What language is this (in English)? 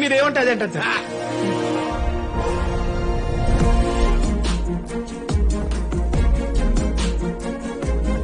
Telugu